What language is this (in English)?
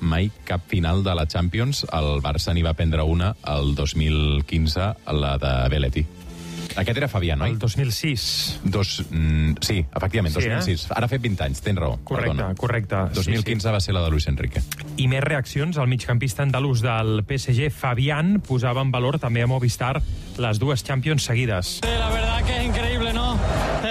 Catalan